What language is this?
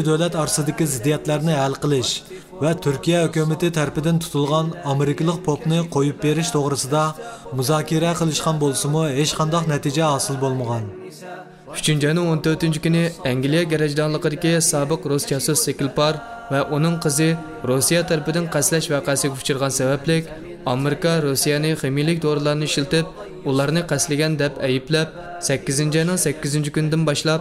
Uyghur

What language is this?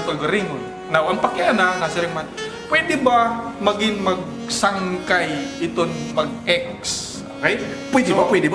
Waray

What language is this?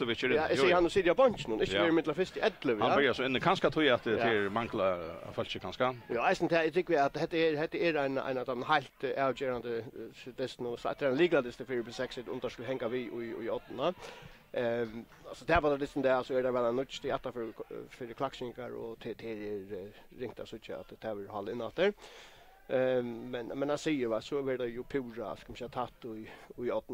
Faroese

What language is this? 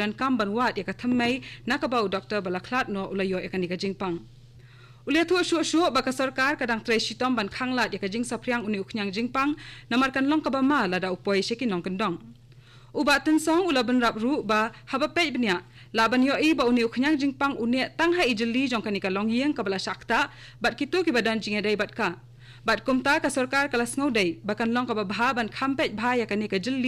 Khasi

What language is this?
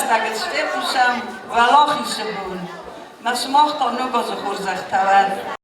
Ossetic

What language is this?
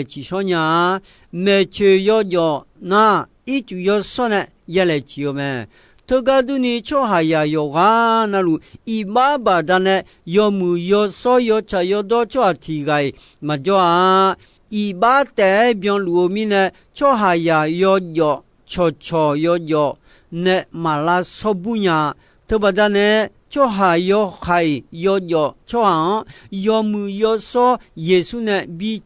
Akha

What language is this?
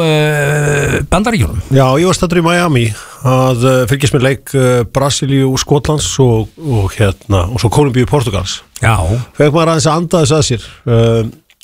Icelandic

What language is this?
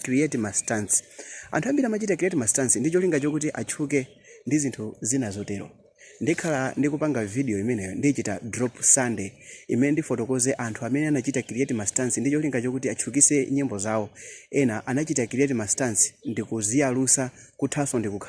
Nyanja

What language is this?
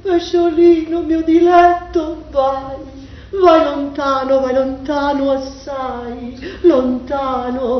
Neapolitan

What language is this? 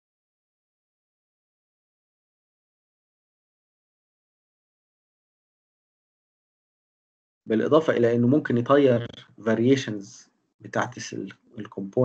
Egyptian Arabic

